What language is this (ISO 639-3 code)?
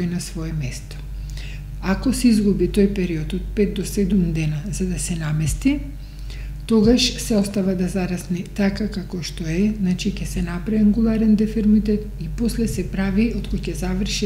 mkd